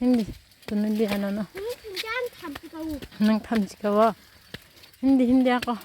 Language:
Kok Borok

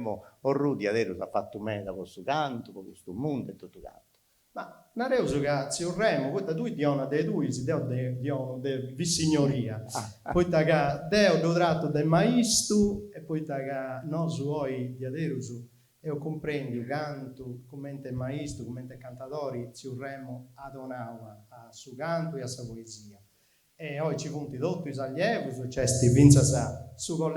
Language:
Sardinian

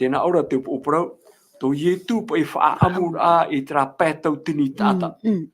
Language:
Tahitian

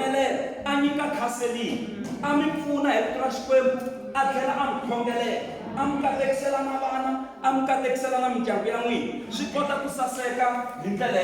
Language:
Tsonga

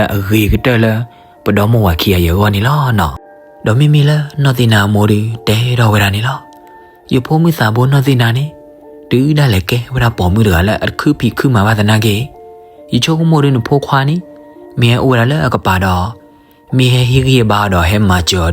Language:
S'gaw Karen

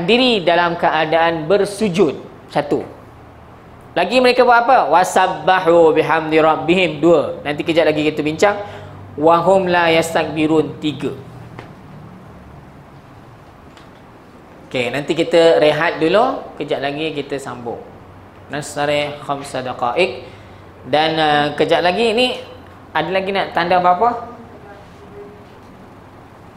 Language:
Malay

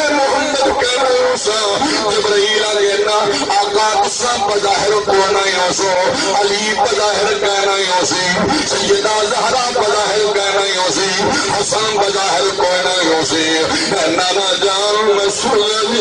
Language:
Saraiki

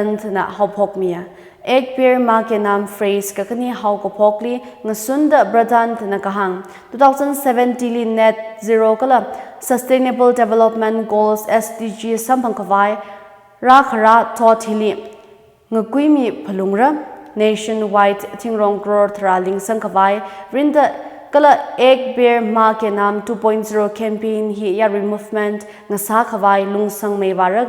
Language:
Tangkhul Naga (India)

